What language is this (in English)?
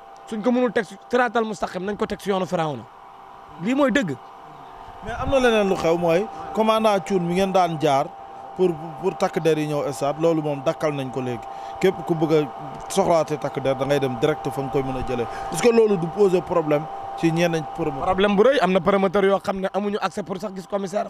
Wolof